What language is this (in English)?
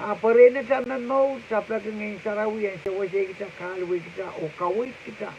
Pohnpeian